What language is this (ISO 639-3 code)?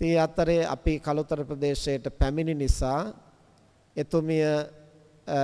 sin